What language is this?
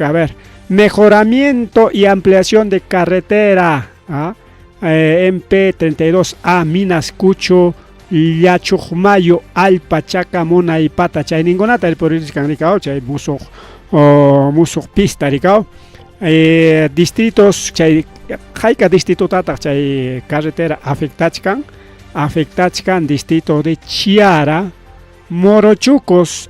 Ayacucho Quechua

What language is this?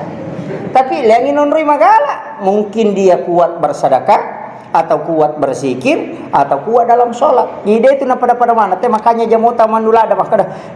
Buginese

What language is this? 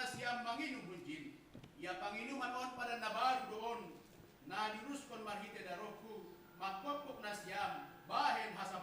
Batak Simalungun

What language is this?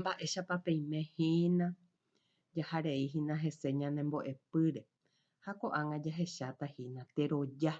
Guarani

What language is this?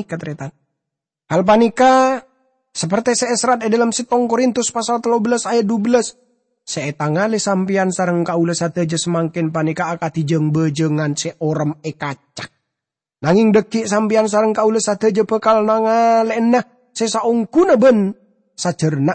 Madurese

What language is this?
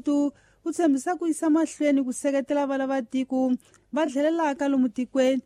Tsonga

